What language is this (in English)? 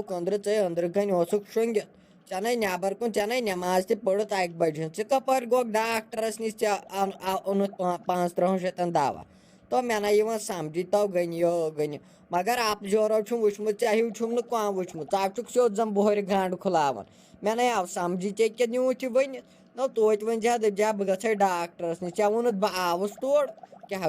Kashmiri